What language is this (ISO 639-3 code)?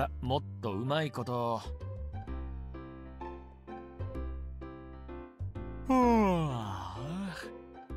jpn